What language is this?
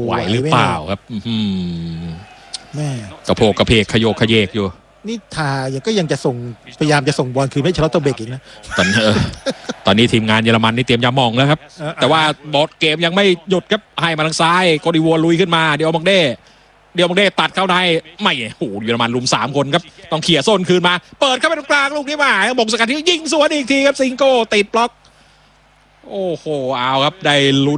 Thai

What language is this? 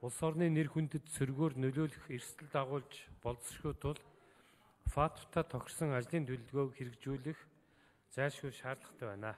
Mongolian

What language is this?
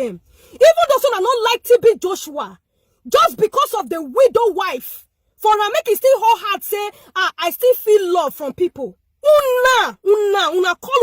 Nigerian Pidgin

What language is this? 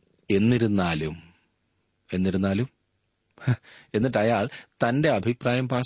Malayalam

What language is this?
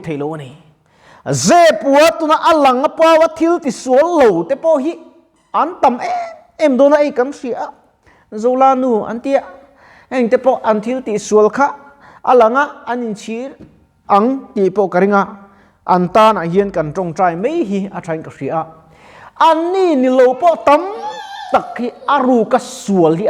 Mizo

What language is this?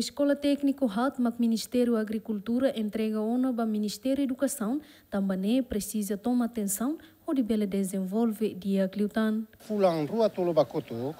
Tetum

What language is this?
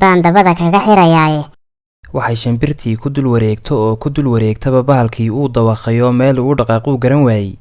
Somali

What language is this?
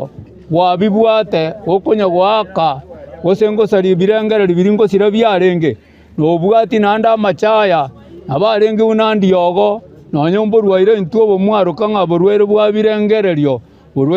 Gusii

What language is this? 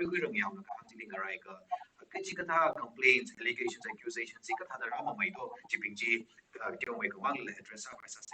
Tangkhul Naga (India)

